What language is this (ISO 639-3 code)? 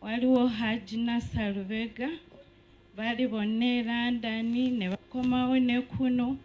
lug